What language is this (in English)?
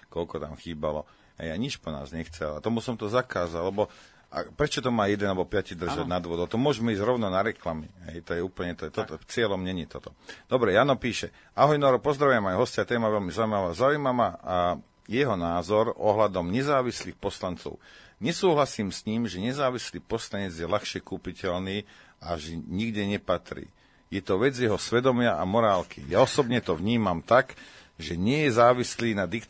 Slovak